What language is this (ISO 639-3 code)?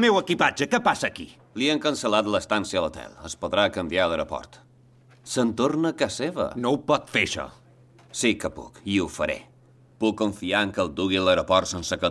cat